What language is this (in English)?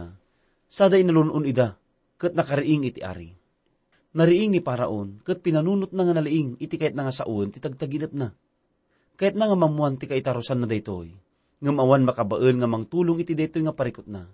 Iloko